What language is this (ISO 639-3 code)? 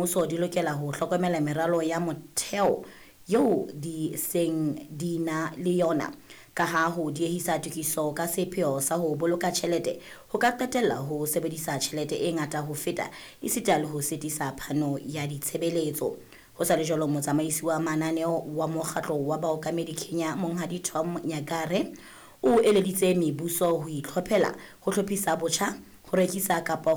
sot